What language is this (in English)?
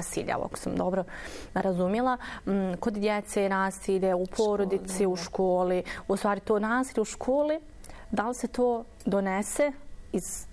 Bosnian